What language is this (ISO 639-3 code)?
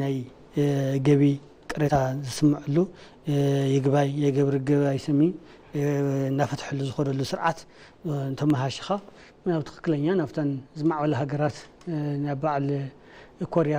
tir